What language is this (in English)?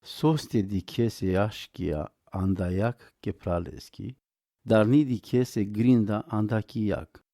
Romany